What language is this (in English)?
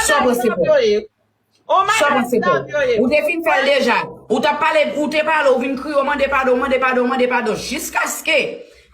Haitian Creole